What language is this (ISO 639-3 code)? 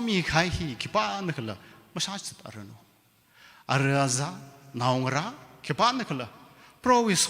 nmf